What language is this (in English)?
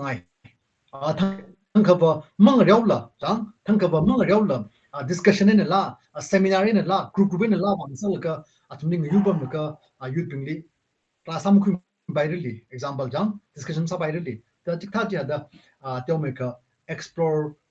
Tangkhul Naga (India)